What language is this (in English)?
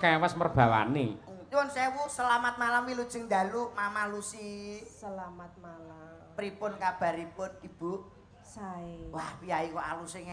Javanese